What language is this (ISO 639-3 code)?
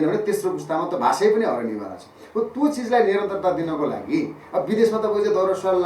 nep